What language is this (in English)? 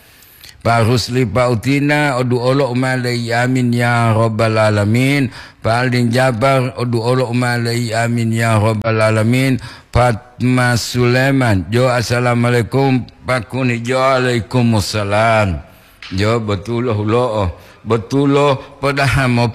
Gorontalo